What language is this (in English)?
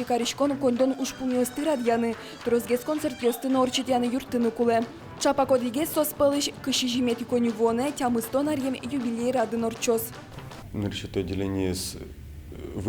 Udmurt